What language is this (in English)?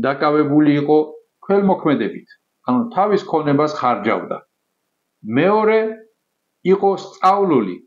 Georgian